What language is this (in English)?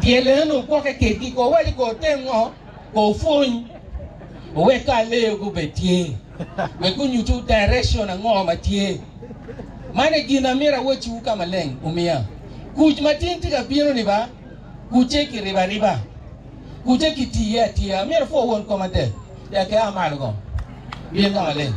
Acoli